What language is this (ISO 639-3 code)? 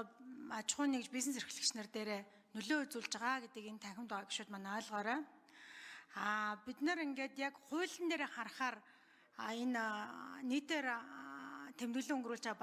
mon